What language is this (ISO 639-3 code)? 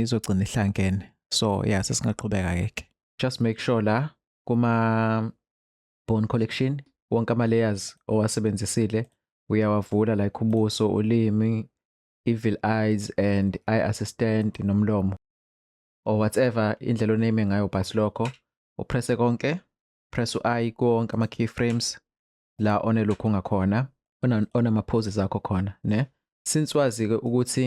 zul